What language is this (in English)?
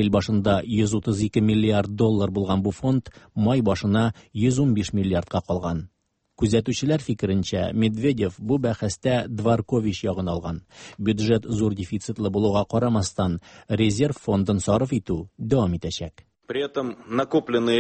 Tatar